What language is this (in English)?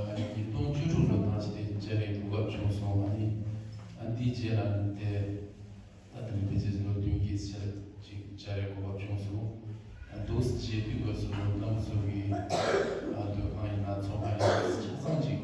Tibetan